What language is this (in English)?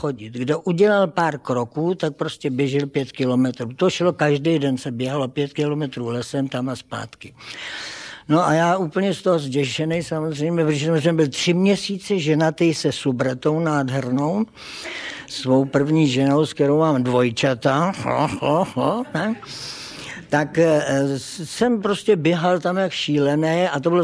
Czech